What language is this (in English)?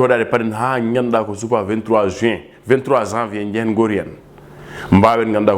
Fula